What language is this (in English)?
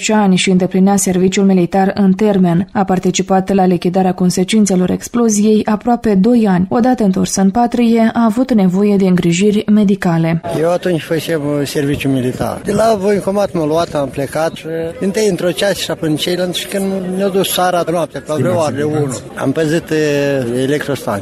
Romanian